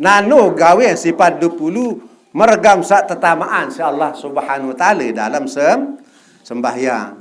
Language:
Sasak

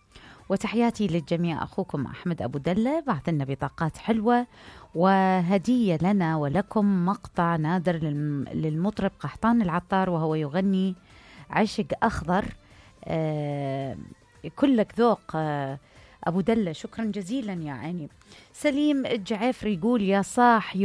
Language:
Mesopotamian Arabic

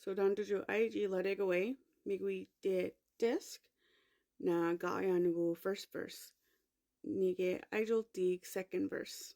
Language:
Mi'kmaw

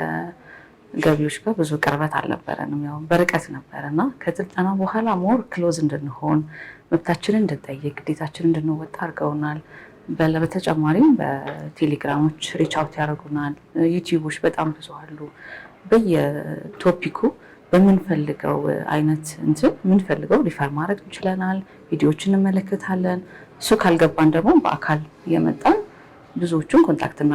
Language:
Amharic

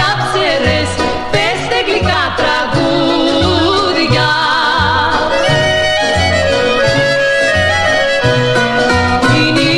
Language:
Greek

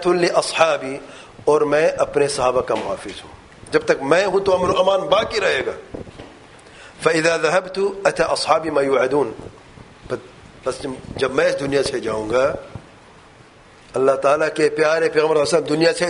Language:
Urdu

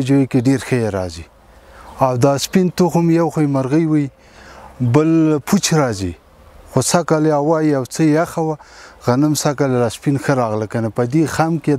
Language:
Pashto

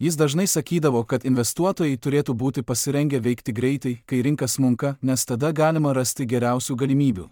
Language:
Lithuanian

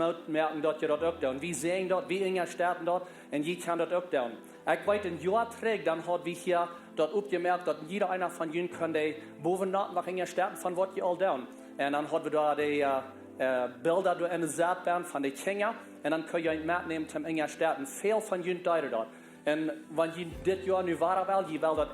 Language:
Plautdietsch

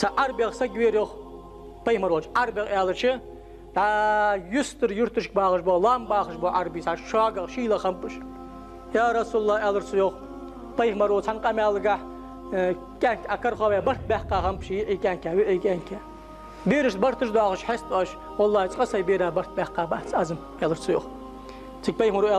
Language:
Ingush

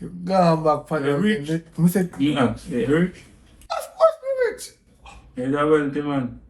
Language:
Jamaican Creole English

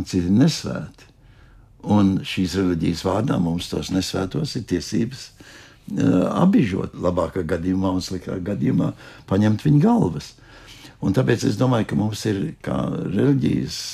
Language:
Latvian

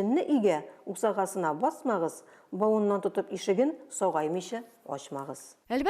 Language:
Tatar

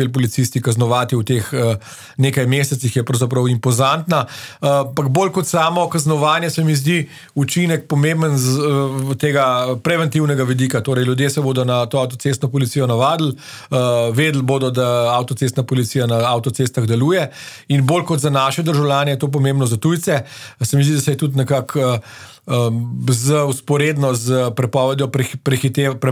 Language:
Slovenian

